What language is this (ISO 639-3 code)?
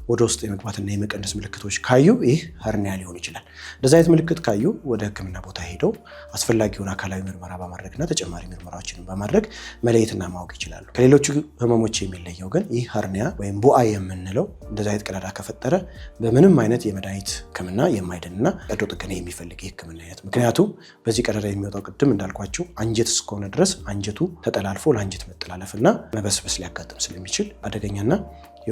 amh